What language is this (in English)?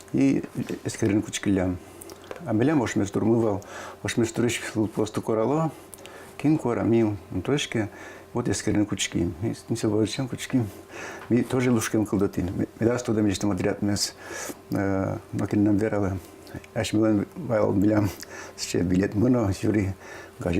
Udmurt